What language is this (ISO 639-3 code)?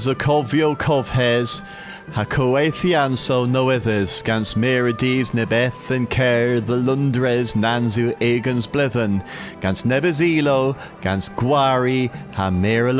cor